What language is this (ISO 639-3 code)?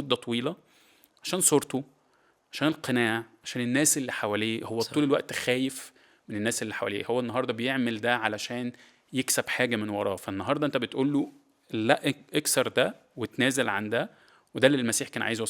arz